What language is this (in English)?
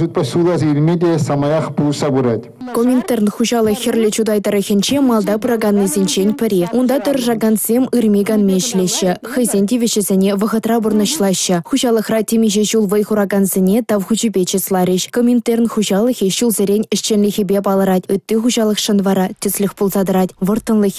Chuvash